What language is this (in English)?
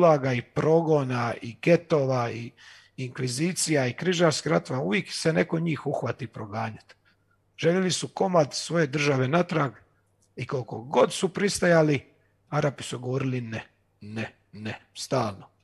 Croatian